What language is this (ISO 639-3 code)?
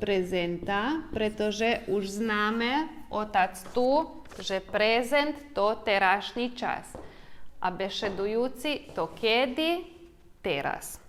rue